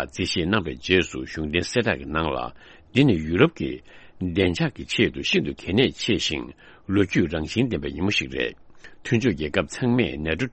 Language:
Tibetan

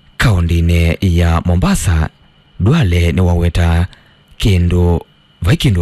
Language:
Kamba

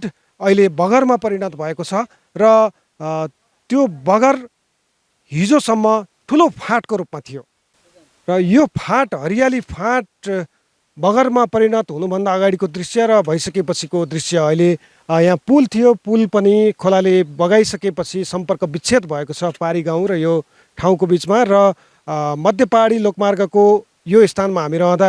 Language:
Nepali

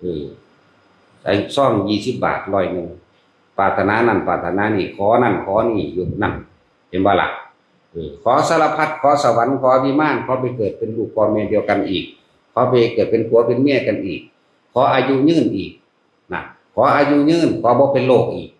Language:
Northeastern Thai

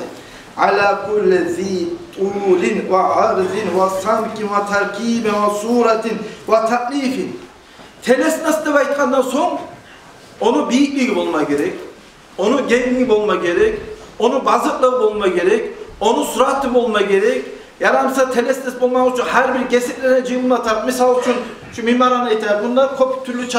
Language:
Kumyk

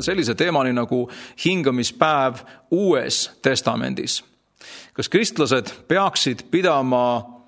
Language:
Estonian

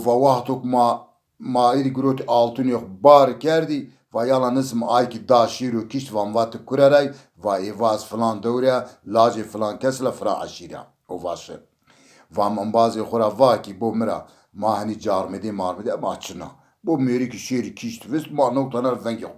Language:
Zaza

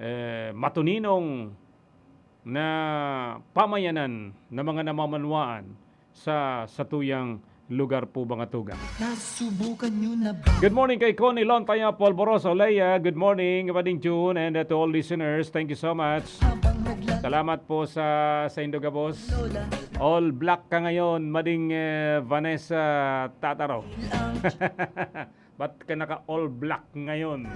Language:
Bikol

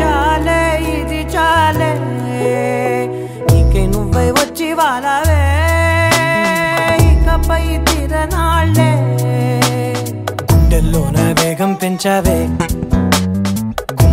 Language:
Telugu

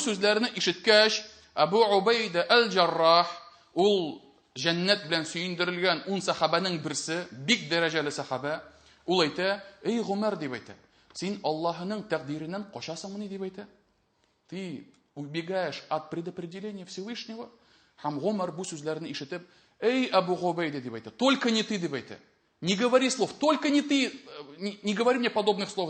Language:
Tatar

